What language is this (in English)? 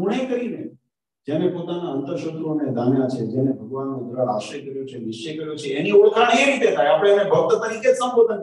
Gujarati